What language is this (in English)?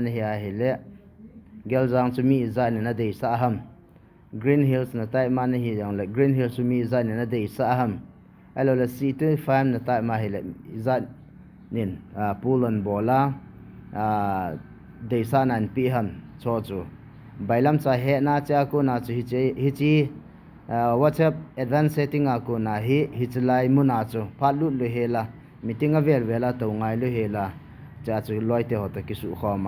Thado Chin